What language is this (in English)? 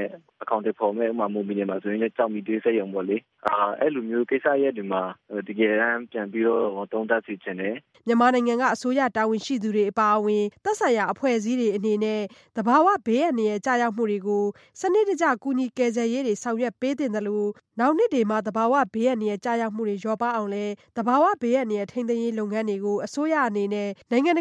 Burmese